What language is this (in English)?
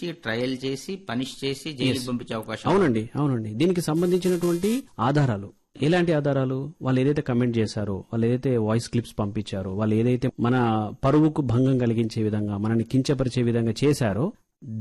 Telugu